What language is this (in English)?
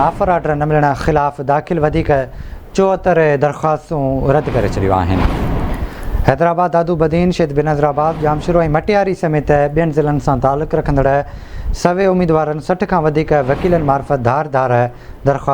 Sindhi